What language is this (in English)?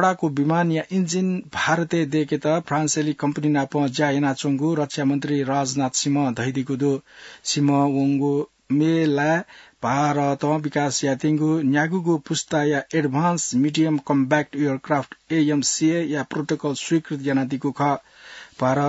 Newari